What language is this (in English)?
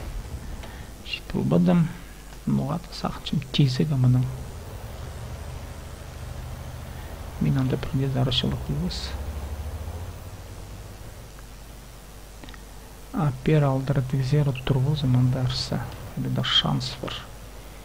Kazakh